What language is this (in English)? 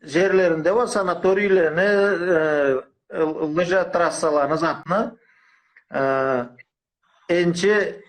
Karachay-Balkar